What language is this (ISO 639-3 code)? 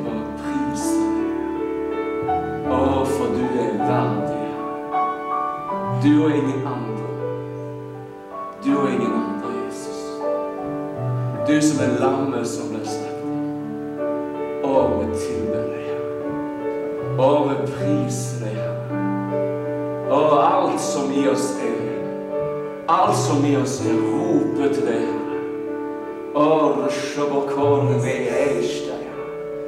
nor